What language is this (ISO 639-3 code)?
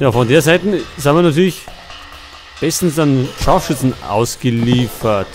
bar